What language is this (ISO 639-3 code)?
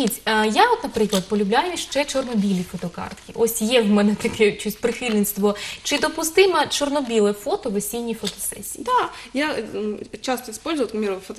ukr